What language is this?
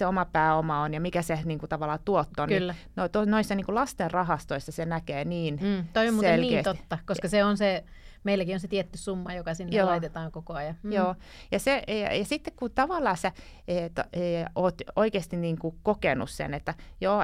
Finnish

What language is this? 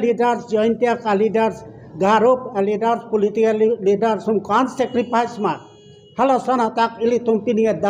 Karbi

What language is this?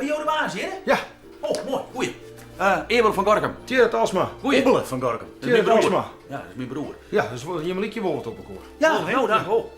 Western Frisian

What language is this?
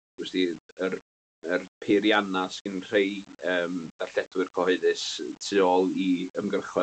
Welsh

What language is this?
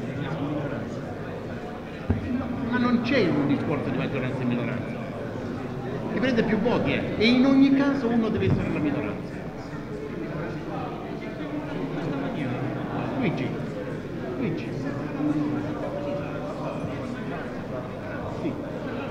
Italian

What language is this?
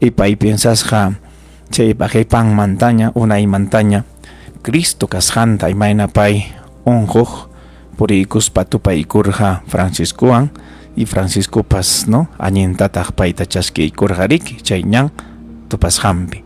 Ayacucho Quechua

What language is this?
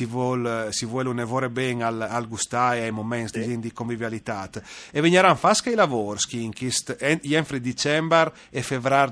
Friulian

